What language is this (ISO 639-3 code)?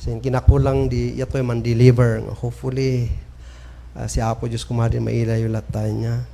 kne